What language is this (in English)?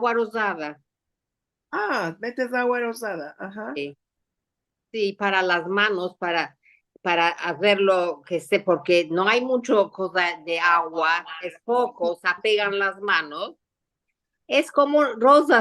Ladino